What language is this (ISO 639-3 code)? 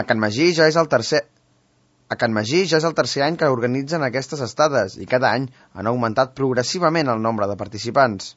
cat